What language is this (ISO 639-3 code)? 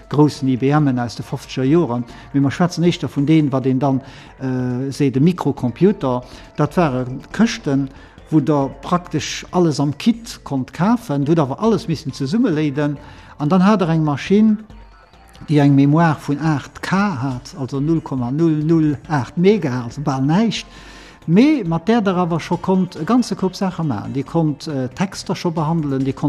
ltz